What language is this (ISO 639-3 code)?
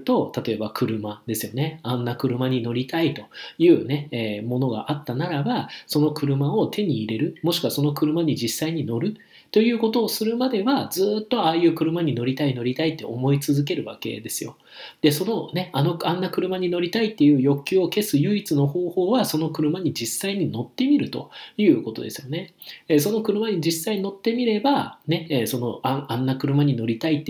jpn